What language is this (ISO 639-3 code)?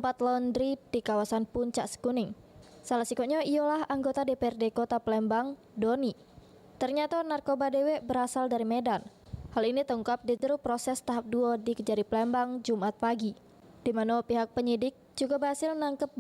mui